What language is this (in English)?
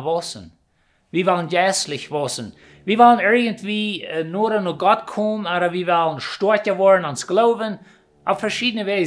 Plautdietsch